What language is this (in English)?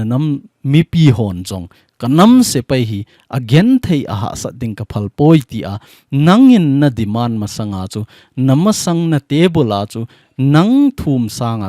Thado Chin